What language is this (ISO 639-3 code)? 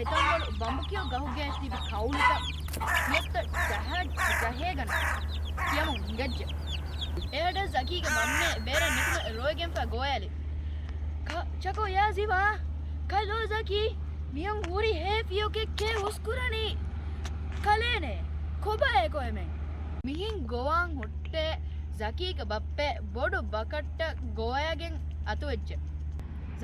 div